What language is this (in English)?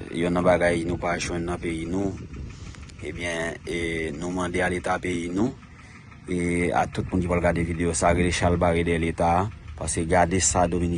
Haitian Creole